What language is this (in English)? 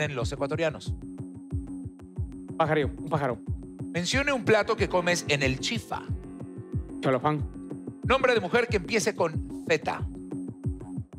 Spanish